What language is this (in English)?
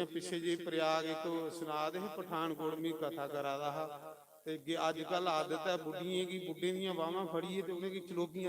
Dogri